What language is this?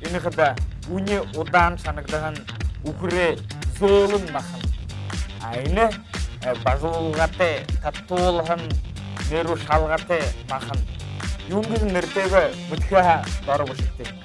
Buriat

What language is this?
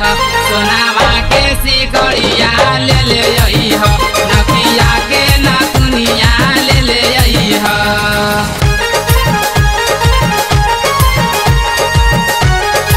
Bhojpuri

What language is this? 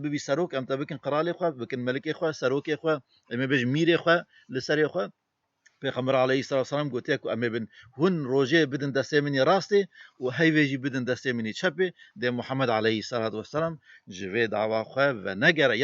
Kurdish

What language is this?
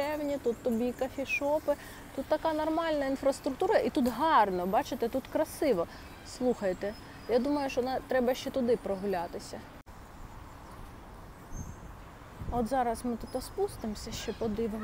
Ukrainian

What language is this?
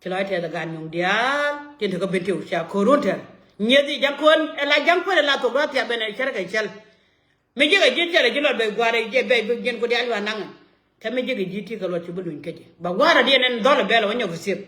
Nuer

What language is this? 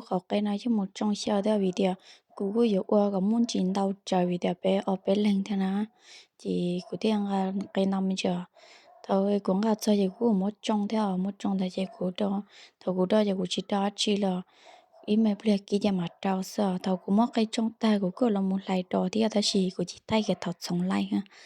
Hmong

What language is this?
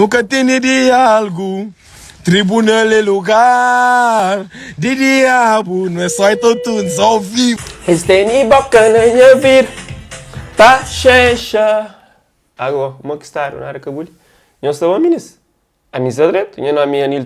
Kabuverdianu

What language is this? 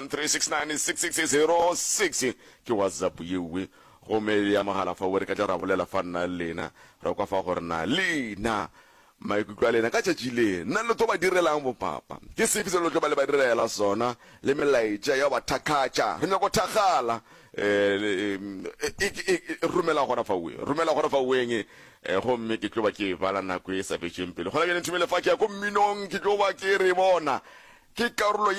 Northern Sotho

